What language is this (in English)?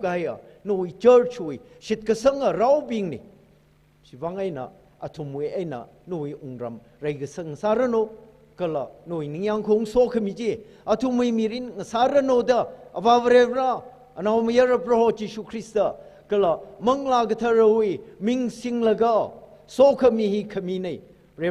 Tangkhul Naga (India)